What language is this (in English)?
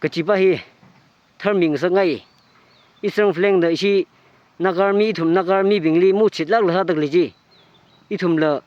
Tangkhul Naga (India)